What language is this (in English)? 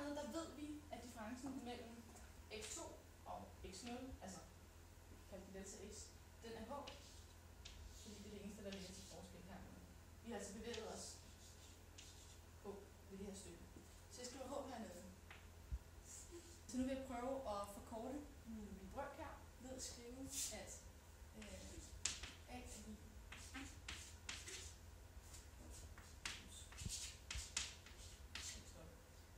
Danish